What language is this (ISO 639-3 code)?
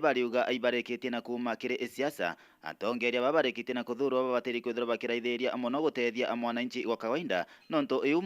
mer